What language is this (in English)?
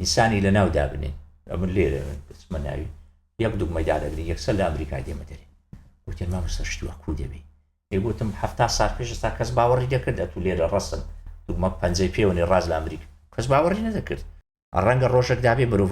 Central Kurdish